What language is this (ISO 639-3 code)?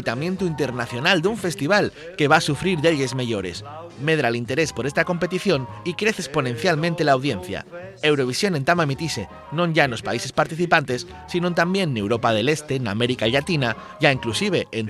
ast